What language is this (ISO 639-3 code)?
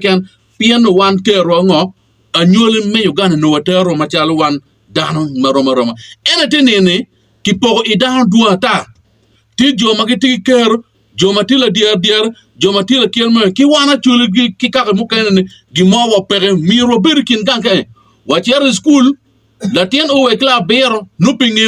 ach